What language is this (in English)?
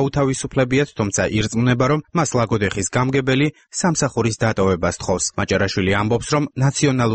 Georgian